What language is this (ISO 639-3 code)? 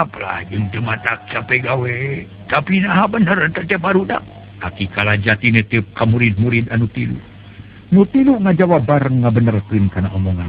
sun